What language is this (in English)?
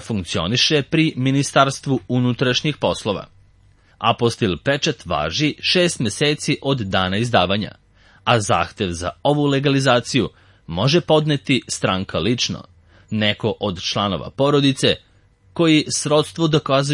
Serbian